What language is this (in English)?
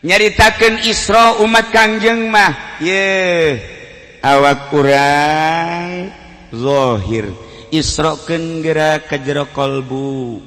Sundanese